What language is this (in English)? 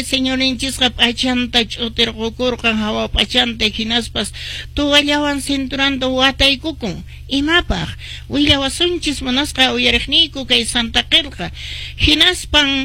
Quechua